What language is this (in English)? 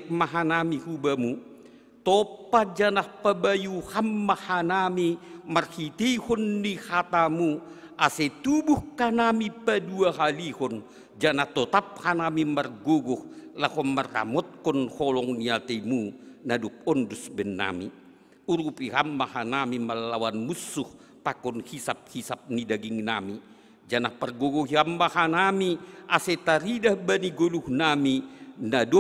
Batak Simalungun